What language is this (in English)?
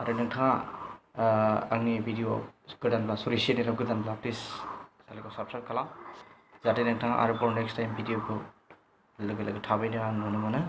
Bodo